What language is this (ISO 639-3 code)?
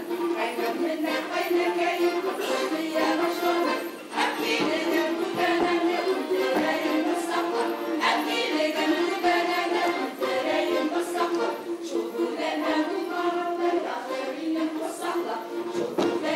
bak